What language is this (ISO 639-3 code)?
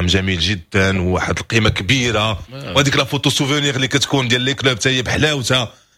ary